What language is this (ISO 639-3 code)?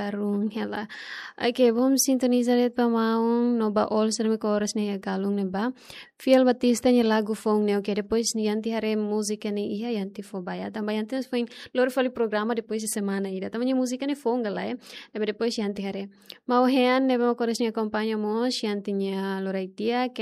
tet